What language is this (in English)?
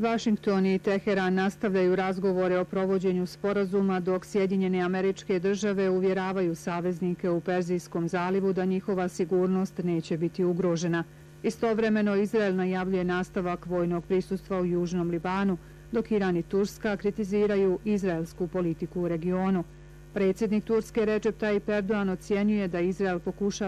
Bosnian